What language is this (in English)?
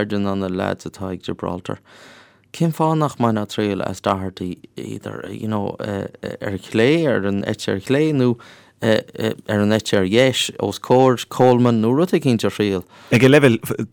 Irish